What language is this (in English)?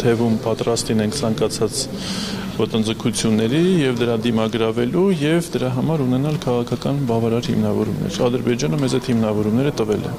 Armenian